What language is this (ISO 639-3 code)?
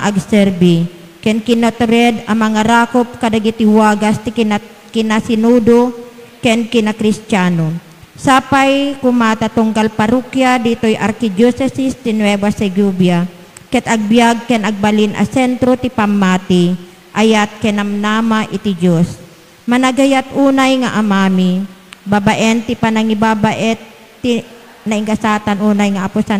ilo